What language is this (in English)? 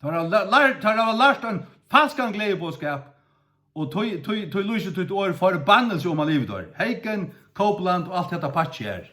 Faroese